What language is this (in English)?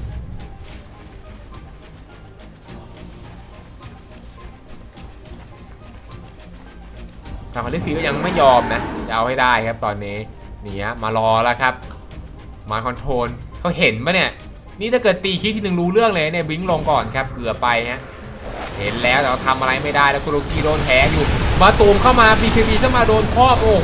Thai